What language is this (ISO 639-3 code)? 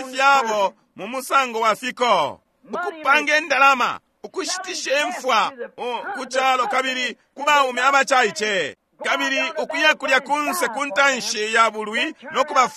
bem